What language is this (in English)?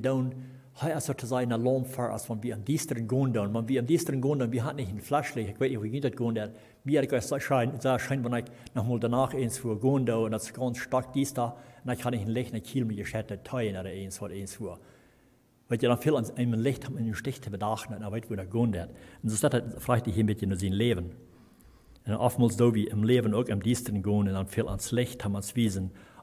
Plautdietsch